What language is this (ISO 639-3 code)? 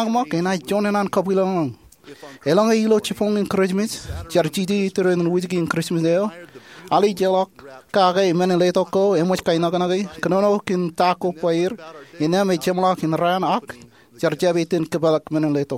mah